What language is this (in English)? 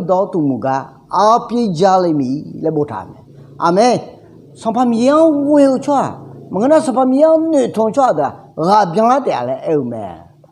Akha